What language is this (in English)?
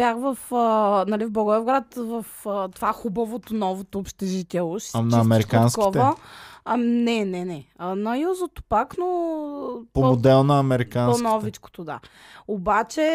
Bulgarian